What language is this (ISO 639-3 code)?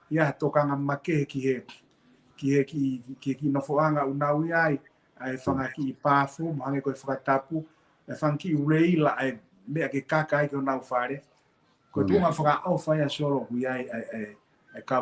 ton